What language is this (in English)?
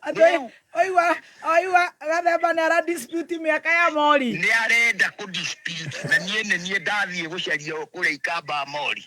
Kikuyu